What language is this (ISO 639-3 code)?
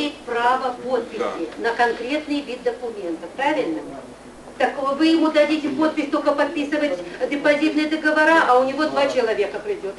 rus